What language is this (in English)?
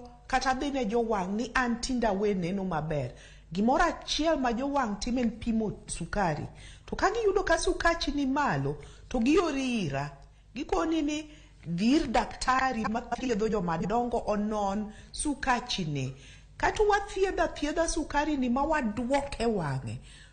Luo (Kenya and Tanzania)